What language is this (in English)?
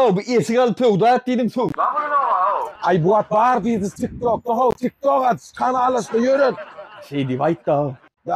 Turkmen